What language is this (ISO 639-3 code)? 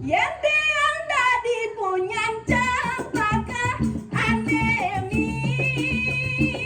ban